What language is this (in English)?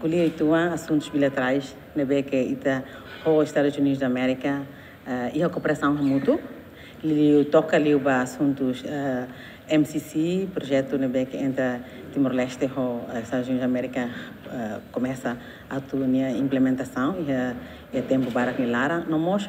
Tetum